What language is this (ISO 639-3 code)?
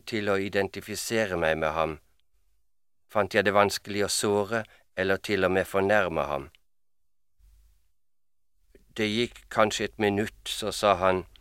nor